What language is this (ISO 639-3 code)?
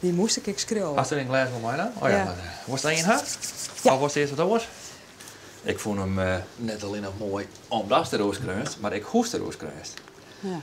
fry